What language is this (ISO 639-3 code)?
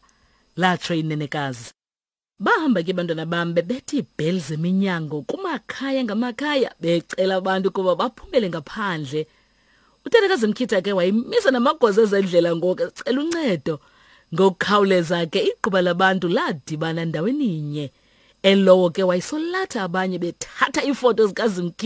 xho